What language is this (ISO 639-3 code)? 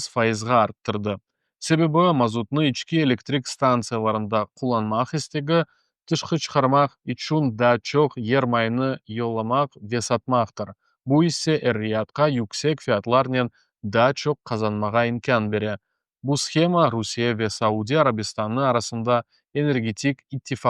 crh